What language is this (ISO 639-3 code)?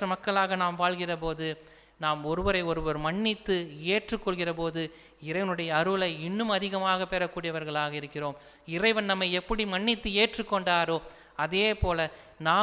tam